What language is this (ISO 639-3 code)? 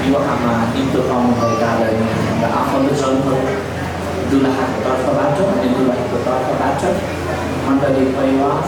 nep